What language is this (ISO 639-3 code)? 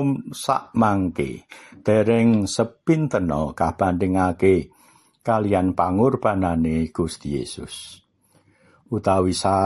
jav